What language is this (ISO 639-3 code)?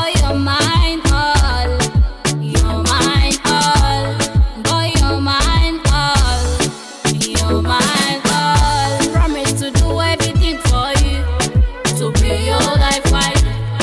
nyo